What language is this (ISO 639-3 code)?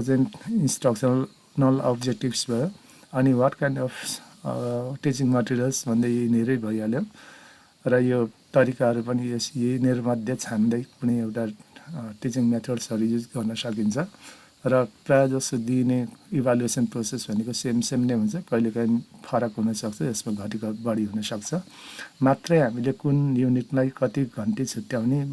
nep